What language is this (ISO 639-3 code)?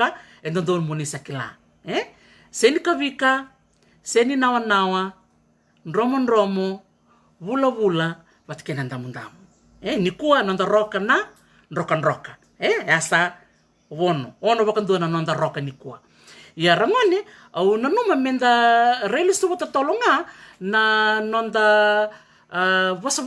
fij